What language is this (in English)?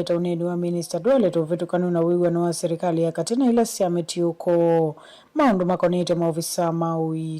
Kamba